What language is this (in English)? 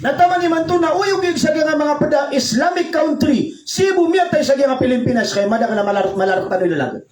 Maranao